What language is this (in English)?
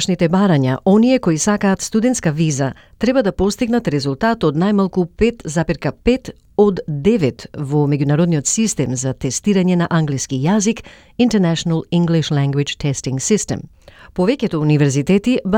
Macedonian